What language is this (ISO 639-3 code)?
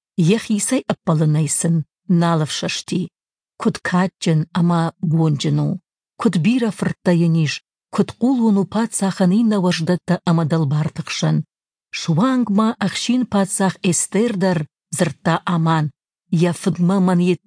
oss